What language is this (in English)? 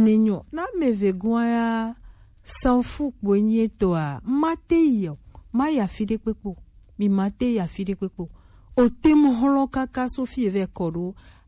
Gen